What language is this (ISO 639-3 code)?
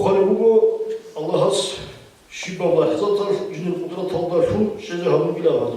ava